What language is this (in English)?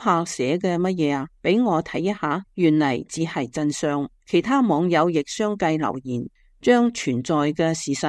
Cantonese